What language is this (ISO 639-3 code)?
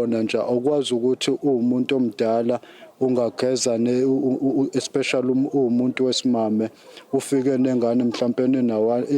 zul